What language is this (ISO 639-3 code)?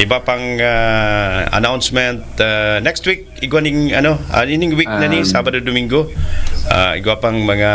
bik